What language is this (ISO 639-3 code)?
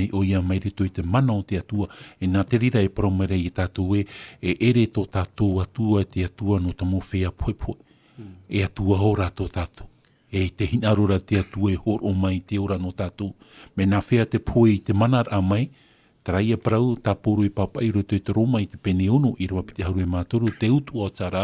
tah